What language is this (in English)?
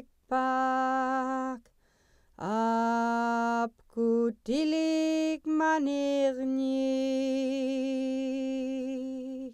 Central Yupik